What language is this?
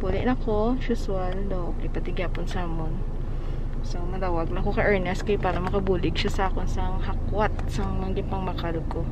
Hiligaynon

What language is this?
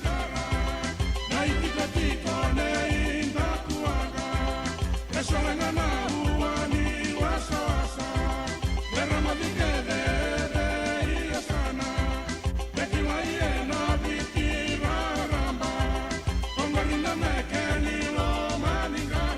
Fijian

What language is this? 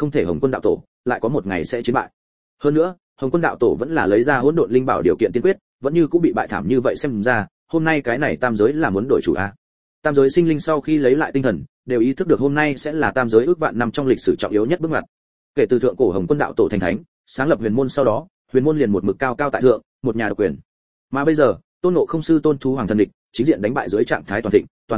Vietnamese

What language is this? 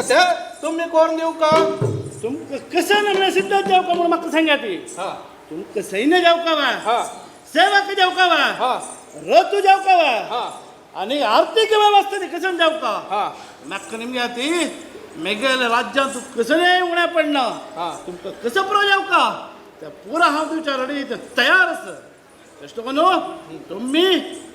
Konkani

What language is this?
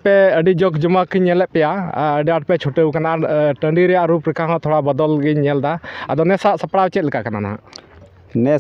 Santali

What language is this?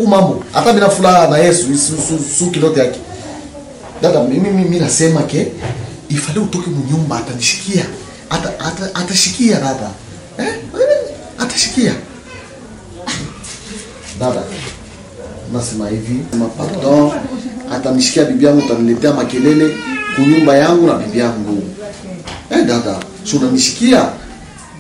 Swahili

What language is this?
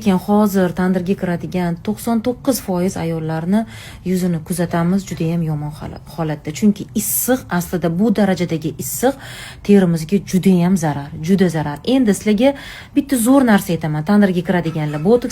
Uzbek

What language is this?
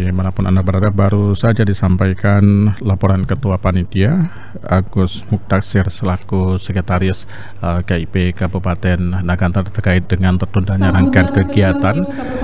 Indonesian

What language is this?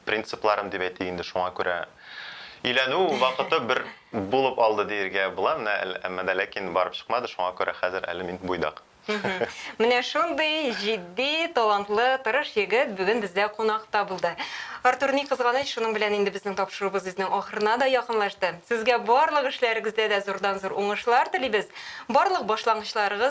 Tatar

